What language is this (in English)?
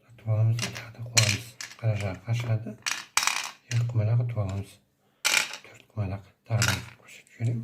Kazakh